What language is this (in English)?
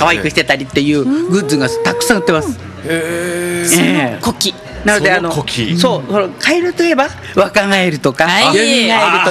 Japanese